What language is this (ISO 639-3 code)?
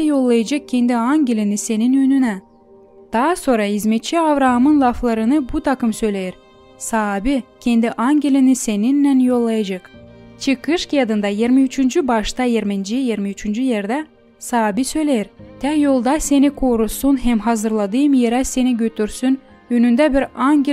gag